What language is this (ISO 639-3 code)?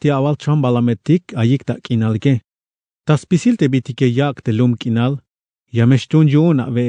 tzh